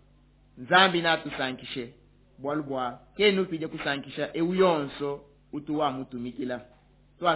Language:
Luba-Lulua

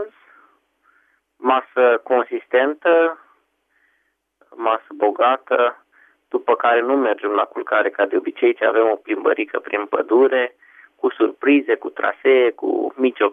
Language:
Romanian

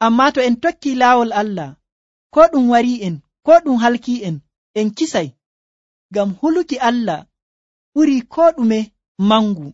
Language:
Nigerian Fulfulde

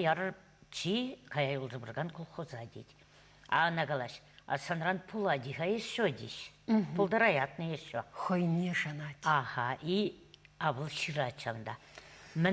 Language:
Chuvash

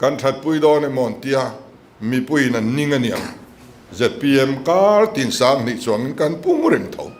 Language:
Mizo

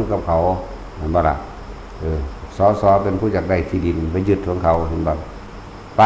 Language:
Northeastern Thai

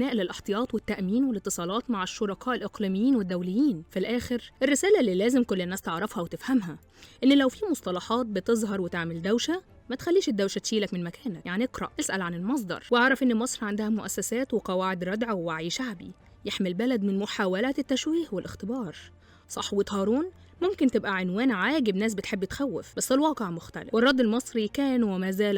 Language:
Egyptian Arabic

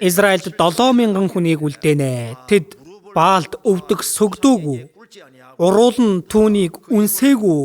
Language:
Mongolian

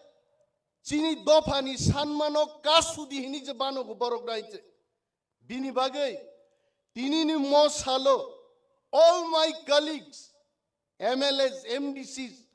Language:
Kok Borok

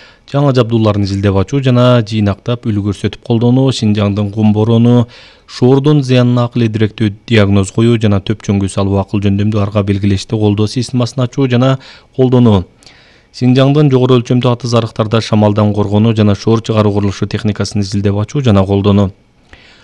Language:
Kyrgyz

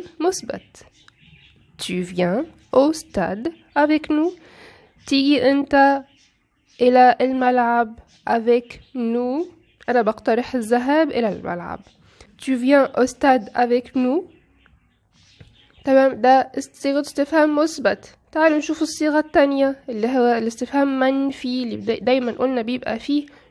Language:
Egyptian Arabic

